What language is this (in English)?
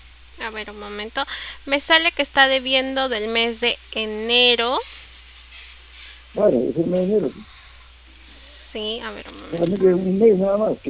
Spanish